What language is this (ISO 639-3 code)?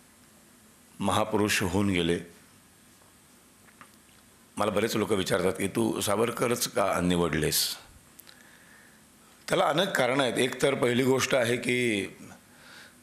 mar